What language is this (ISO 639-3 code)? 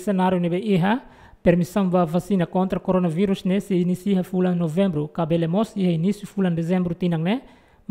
tet